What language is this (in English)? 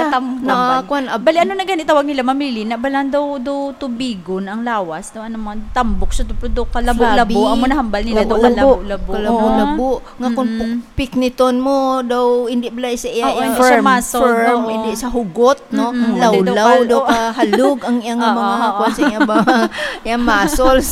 Hiligaynon